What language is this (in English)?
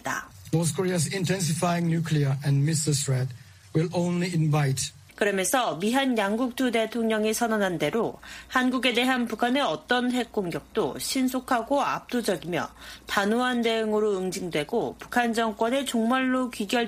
Korean